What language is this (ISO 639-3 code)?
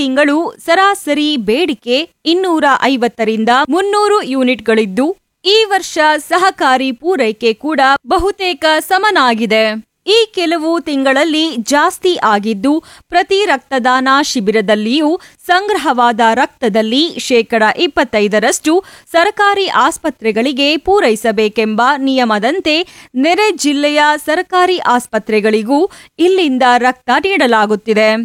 kan